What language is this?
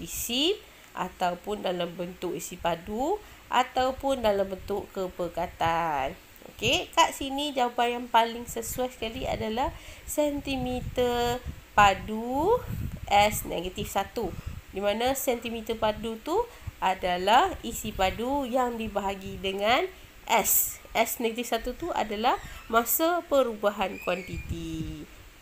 Malay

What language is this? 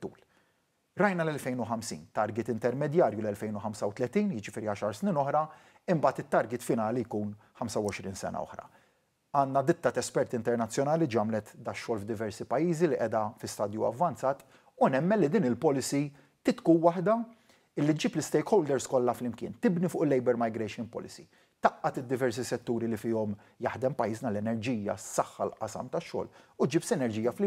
Maltese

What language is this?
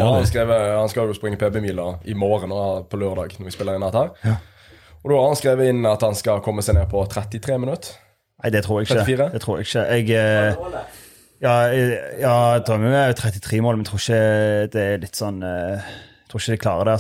Norwegian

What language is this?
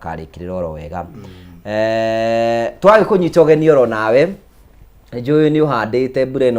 Kikuyu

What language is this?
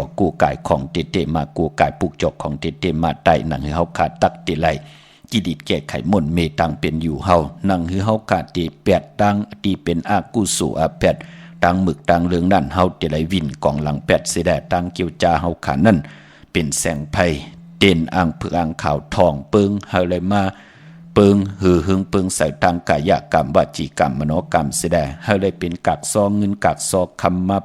Shan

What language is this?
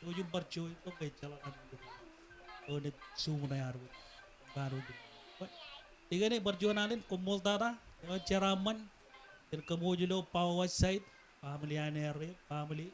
Marshallese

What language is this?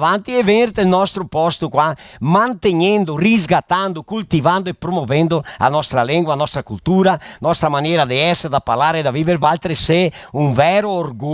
Venetian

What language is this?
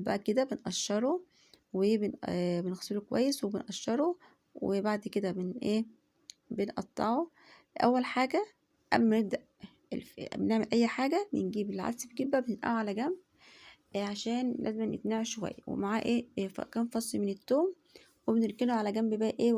Egyptian Arabic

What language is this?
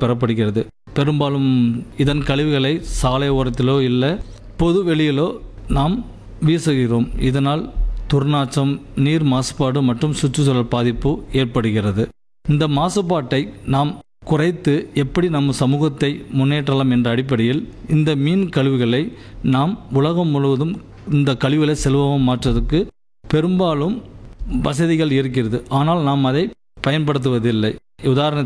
Tamil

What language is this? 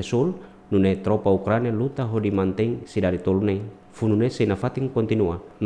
Tetum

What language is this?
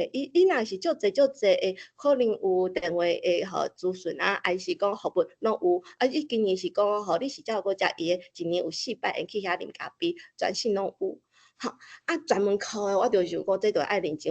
Min Nan Chinese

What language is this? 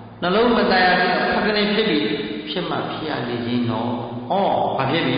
Burmese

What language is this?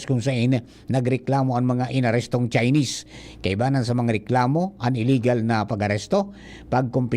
Bikol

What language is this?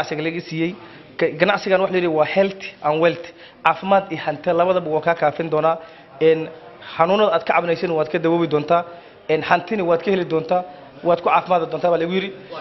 Somali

